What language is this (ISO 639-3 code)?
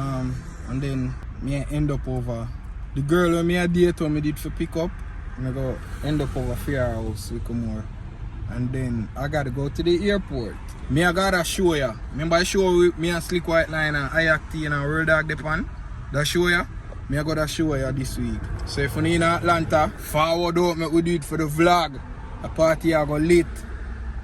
jam